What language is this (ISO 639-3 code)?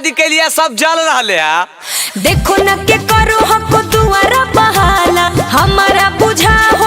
mag